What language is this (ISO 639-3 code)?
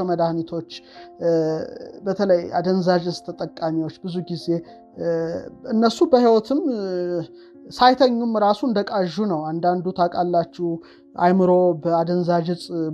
amh